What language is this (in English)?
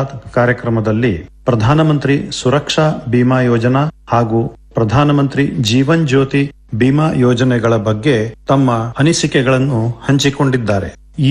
Kannada